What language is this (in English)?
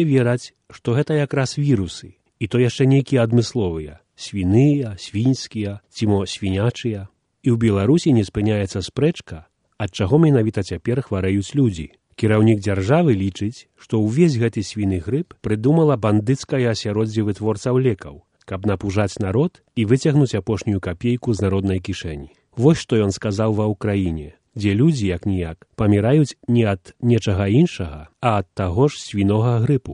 Belarusian